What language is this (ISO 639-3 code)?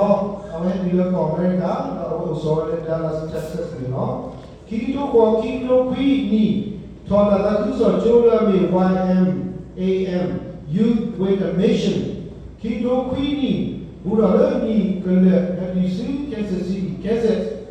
ksw